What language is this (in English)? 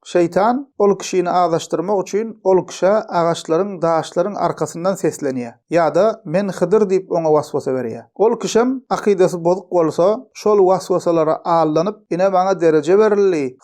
Turkmen